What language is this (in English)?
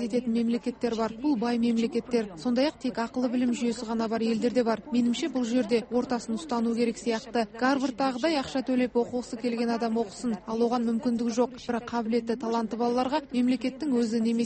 Kazakh